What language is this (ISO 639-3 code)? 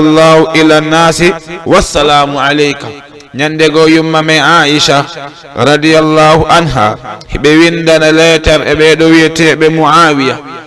ful